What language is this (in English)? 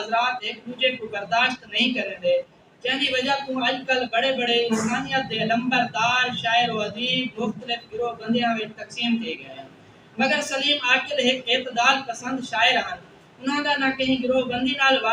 Saraiki